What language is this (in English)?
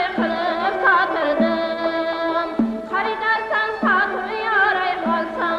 Kara-Kalpak